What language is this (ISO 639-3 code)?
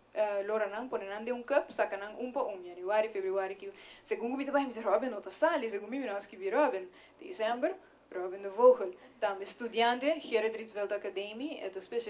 pap